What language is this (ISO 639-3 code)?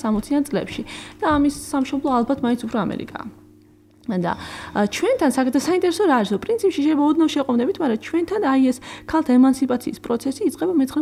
kat